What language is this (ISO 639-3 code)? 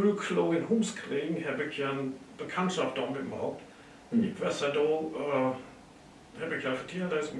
nds